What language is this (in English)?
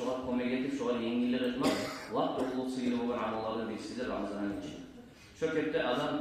Kumyk